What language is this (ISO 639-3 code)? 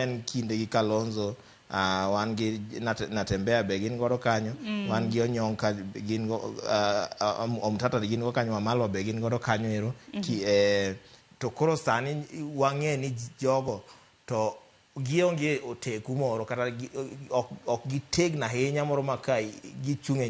luo